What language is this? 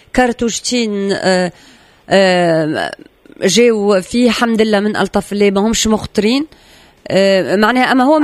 Tunisian Arabic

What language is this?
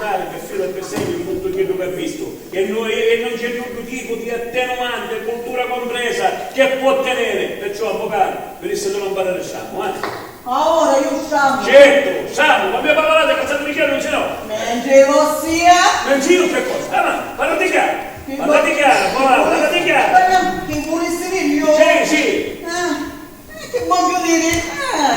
Sicilian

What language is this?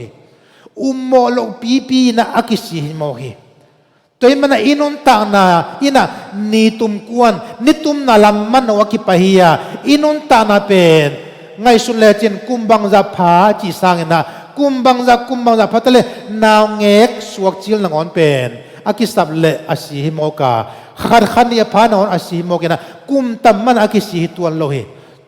Tedim Chin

